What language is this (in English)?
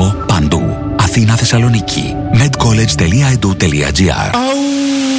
Greek